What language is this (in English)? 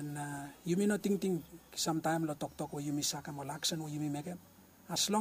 Bislama